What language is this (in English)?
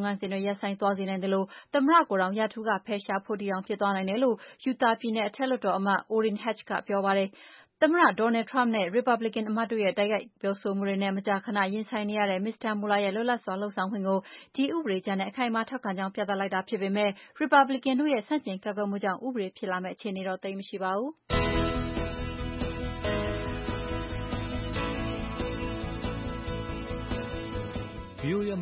Burmese